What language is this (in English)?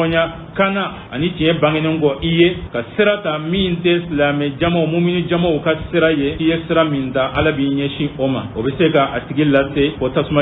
Bambara